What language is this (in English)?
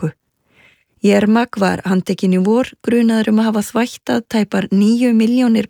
Icelandic